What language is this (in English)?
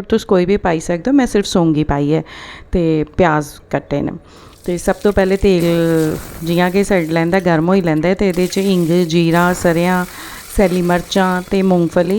Dogri